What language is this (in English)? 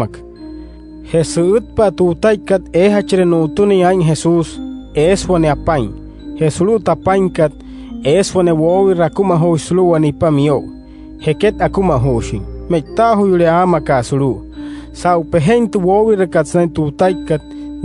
Wayuu